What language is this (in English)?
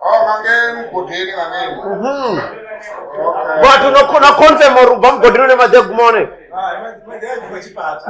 Venda